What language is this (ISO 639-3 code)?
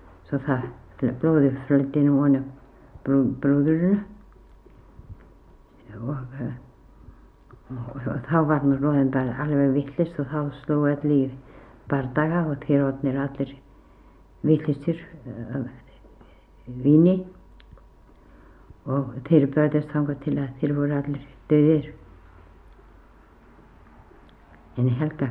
isl